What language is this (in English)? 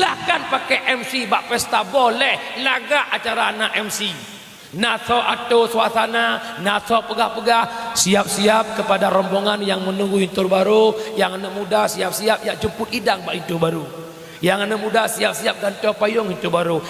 Achinese